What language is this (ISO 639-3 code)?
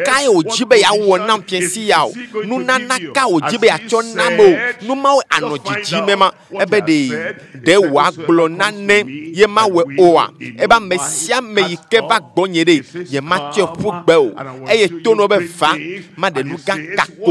ewe